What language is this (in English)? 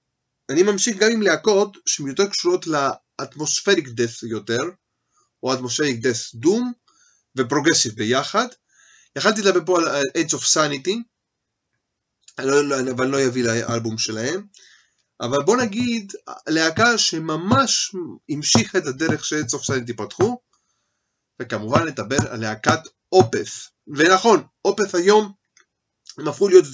Hebrew